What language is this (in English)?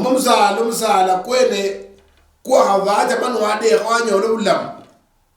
Luyia